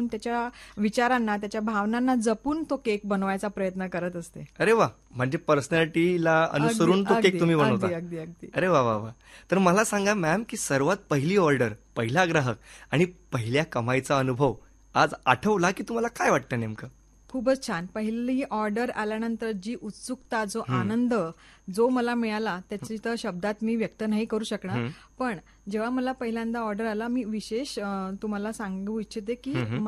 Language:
Marathi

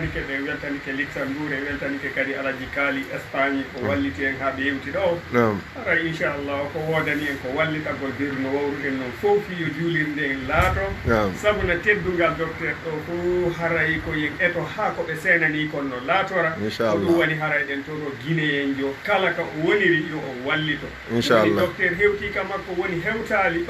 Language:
Fula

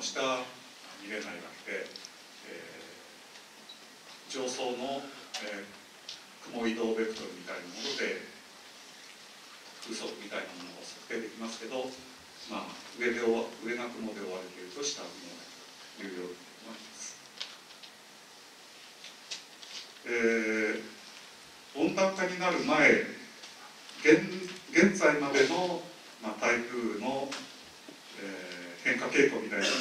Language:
Japanese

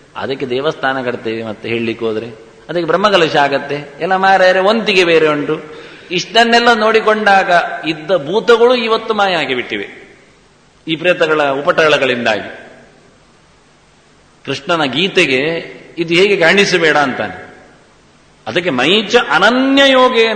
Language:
Kannada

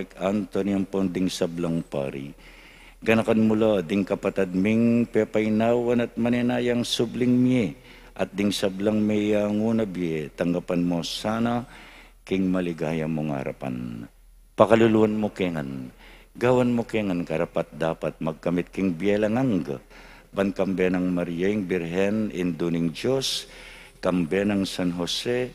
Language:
Pampanga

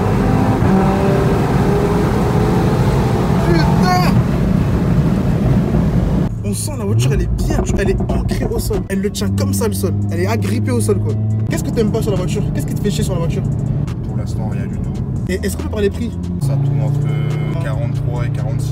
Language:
French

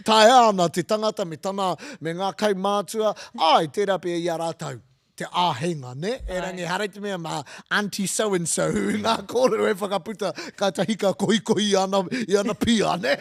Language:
Māori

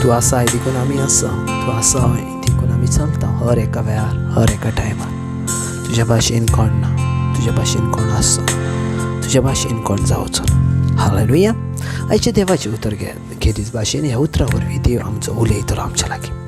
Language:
Konkani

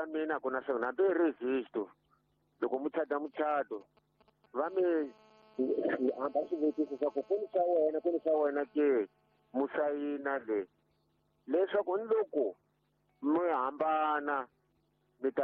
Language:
Tsonga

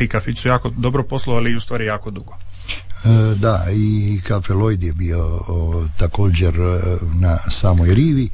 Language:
Croatian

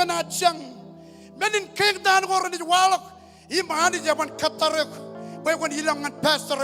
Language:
Marshallese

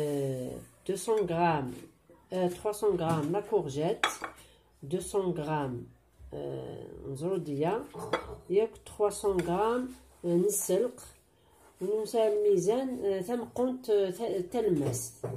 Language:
Kabyle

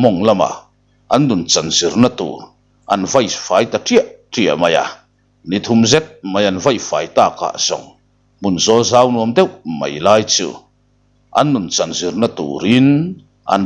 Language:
Mizo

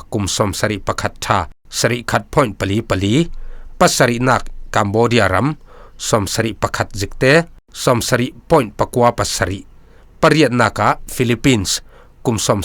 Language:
Falam Chin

